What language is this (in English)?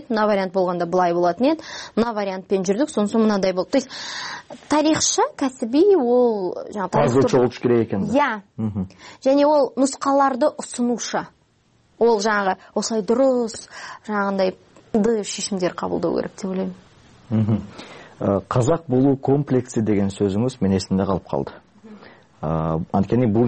Kyrgyz